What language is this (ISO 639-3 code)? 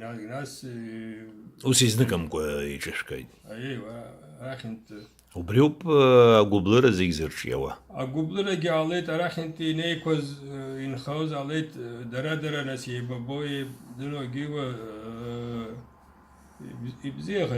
abk